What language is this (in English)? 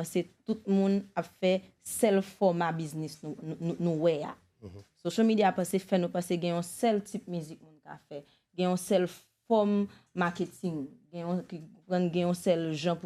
Haitian Creole